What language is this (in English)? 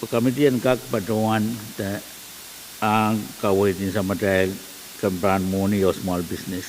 Pohnpeian